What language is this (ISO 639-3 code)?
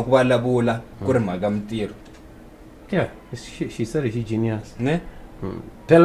tso